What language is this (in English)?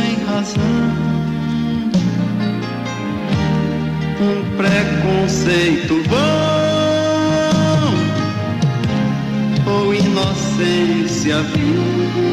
Portuguese